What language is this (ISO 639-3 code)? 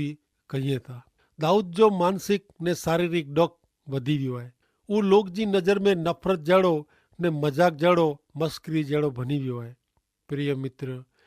kfr